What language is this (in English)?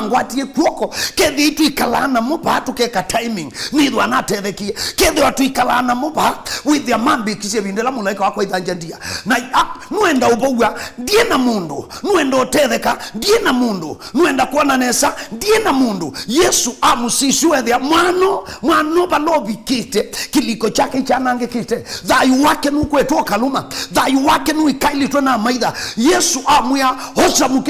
Kamba